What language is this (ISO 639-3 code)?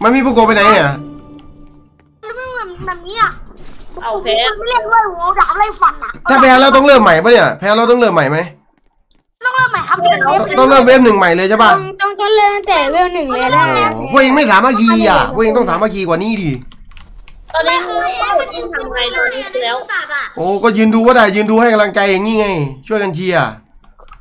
tha